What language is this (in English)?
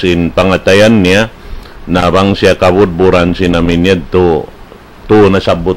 Tausug